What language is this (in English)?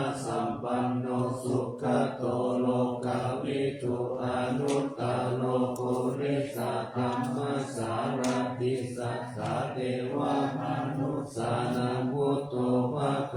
Pali